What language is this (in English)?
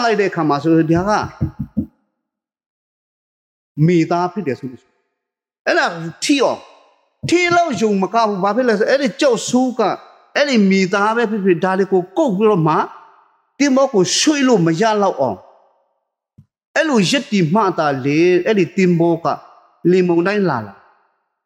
Burmese